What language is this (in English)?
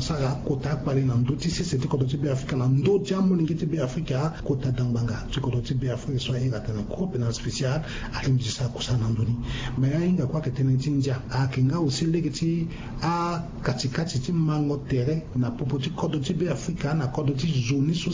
Sango